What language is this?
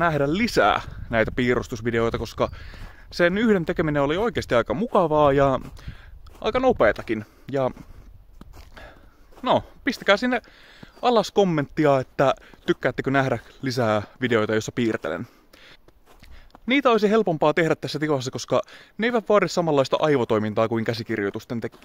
Finnish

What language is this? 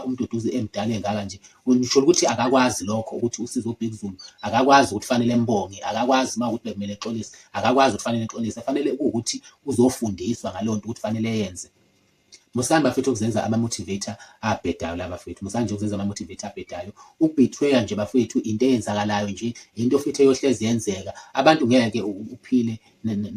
Zulu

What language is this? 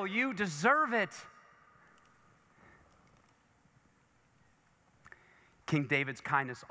English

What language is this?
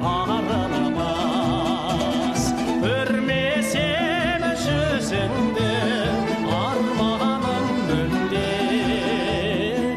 Kazakh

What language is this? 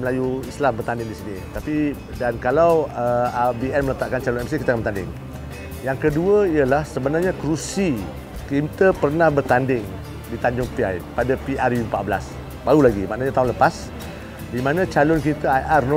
Malay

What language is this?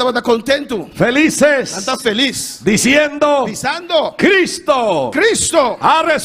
Papiamento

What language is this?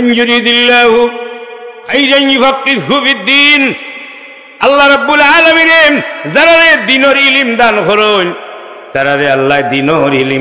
Sylheti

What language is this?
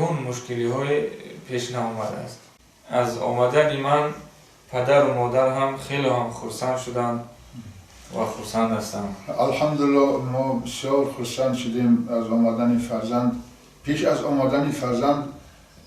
Tajik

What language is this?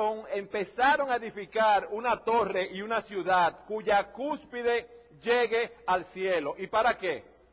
Spanish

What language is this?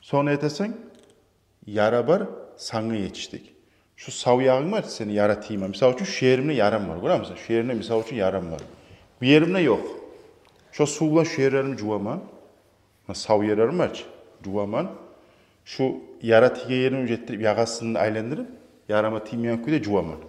Kumyk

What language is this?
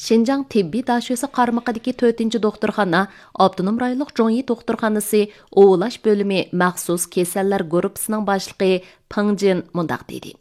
Uyghur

